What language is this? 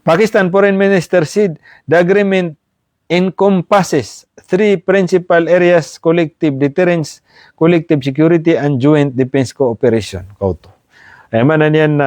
Maranao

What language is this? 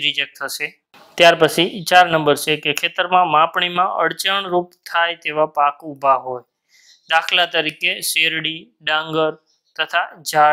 Gujarati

